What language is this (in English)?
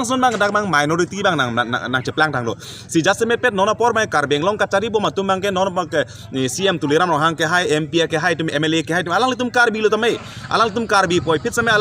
Karbi